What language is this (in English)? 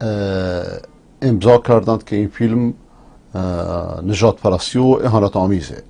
Persian